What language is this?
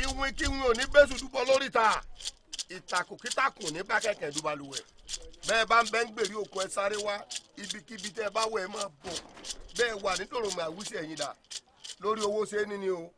Yoruba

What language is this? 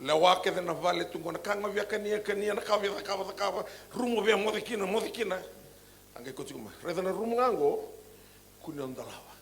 Fijian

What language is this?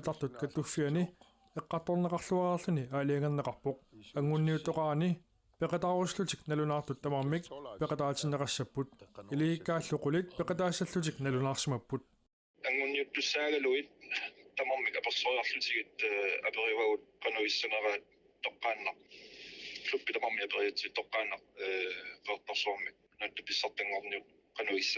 Kalaallisut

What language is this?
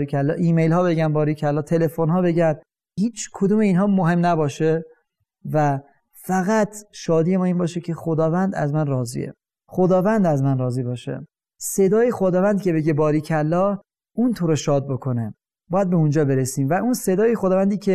Persian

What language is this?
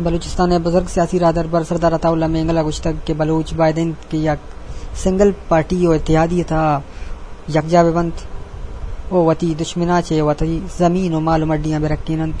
Eastern Balochi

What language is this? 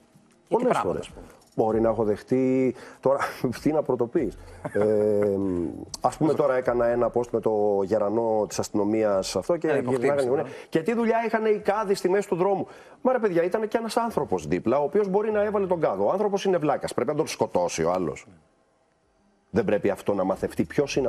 Greek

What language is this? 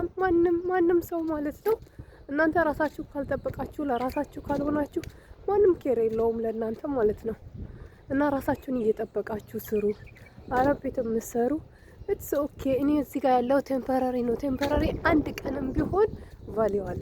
Amharic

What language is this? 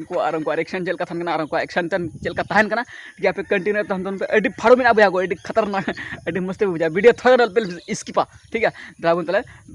Santali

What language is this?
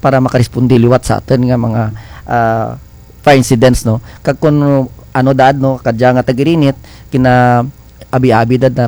Kinaray-a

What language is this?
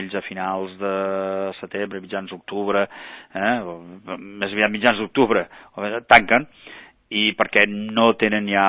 Catalan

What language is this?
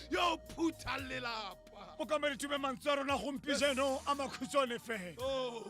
Tswana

